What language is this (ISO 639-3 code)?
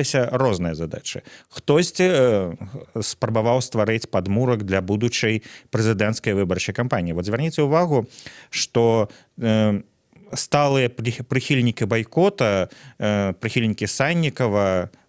bel